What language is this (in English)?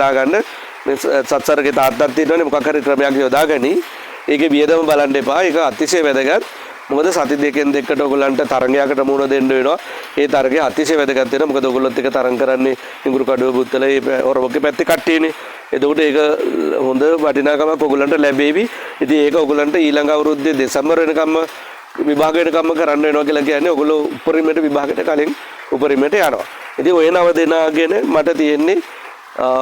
Sinhala